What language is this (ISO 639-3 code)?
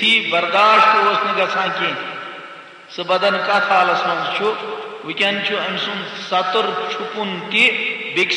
kas